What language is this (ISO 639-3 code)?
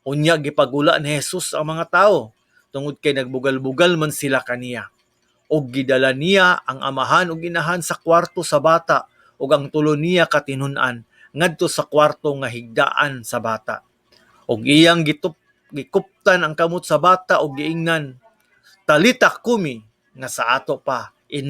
ceb